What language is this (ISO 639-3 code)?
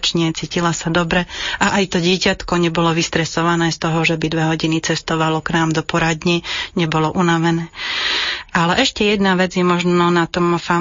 slk